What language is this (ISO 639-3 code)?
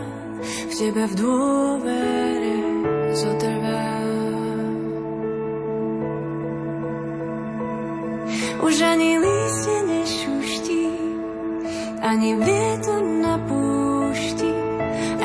slk